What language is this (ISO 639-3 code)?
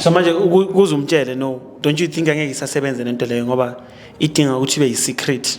zul